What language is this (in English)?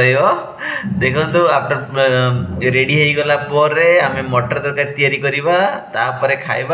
Odia